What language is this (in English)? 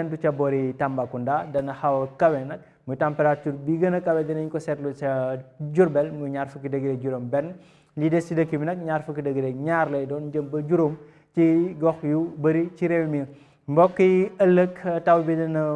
Wolof